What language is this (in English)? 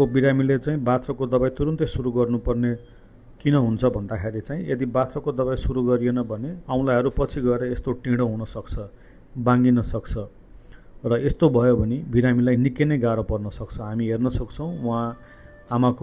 Nepali